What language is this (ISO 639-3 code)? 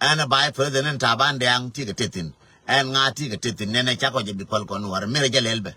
nus